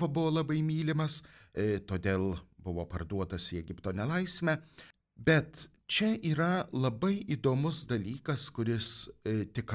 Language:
Lithuanian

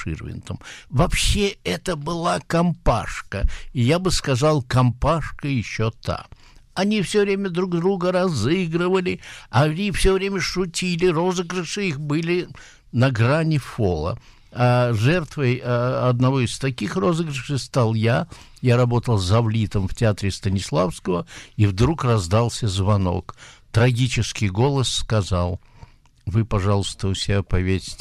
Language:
Russian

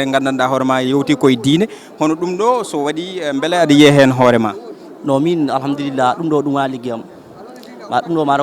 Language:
Fula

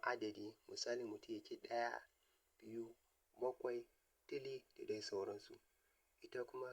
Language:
Hausa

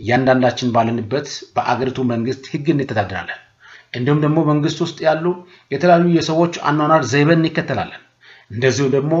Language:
Amharic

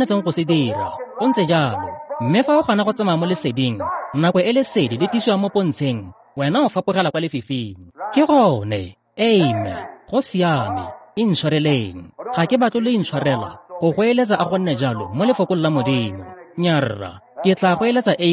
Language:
Tswana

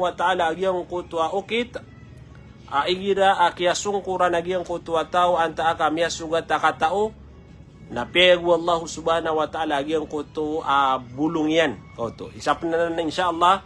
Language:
Maranao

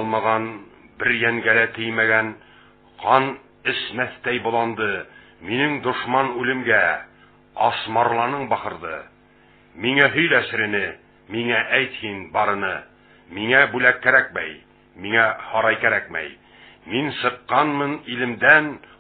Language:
Bashkir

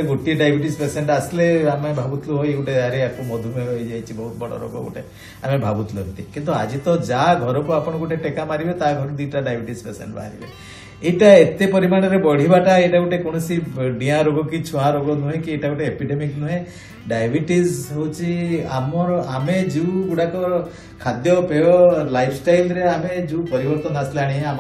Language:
Odia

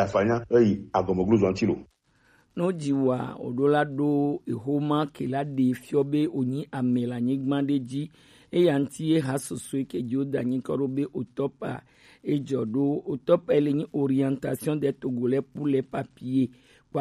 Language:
Gen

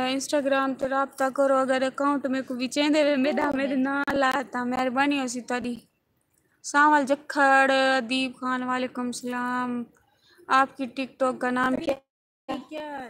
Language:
Saraiki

